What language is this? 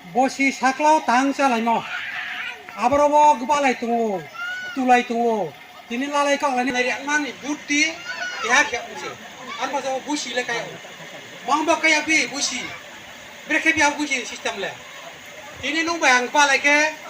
Riang (India)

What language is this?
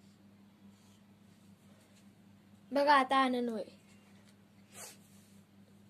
Marathi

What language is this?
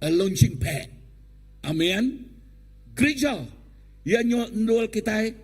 Iban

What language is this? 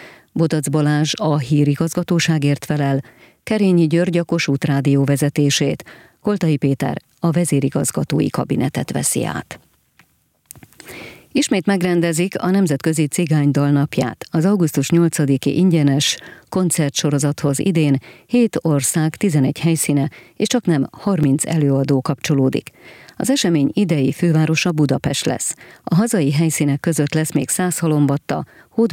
Hungarian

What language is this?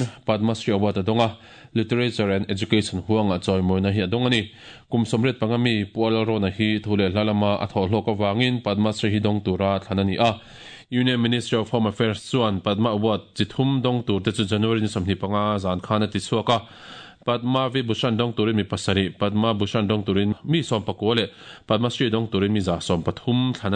Mizo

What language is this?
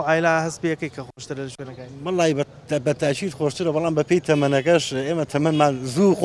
Central Kurdish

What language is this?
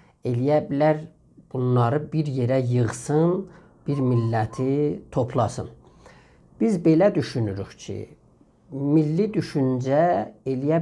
South Azerbaijani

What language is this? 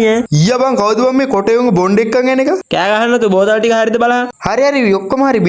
Sinhala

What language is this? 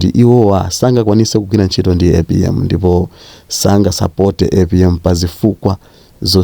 Nyanja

